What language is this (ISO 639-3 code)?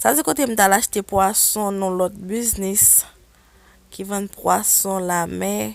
hat